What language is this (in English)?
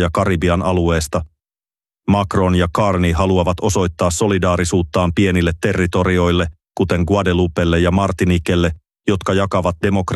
Finnish